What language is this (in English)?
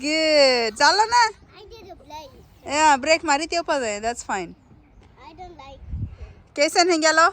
Konkani